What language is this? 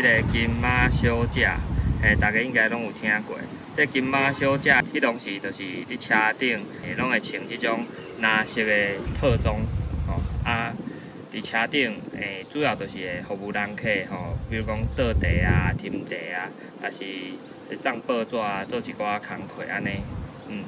Min Nan Chinese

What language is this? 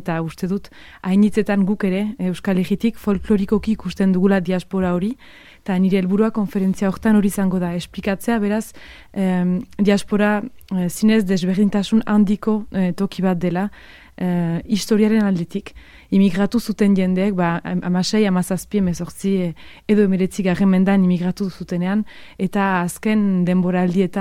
Basque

